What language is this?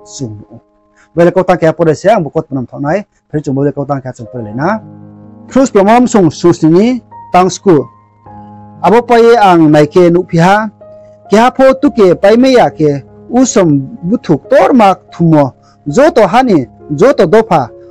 Riang (India)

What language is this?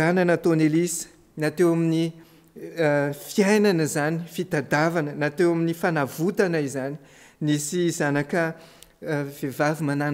Malagasy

